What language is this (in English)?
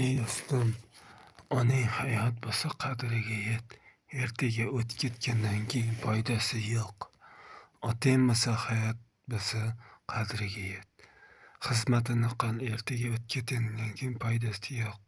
Uzbek